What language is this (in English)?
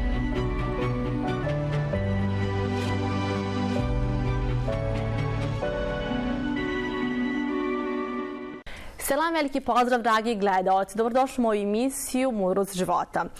Bosnian